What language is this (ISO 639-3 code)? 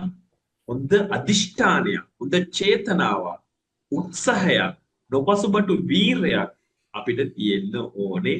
sin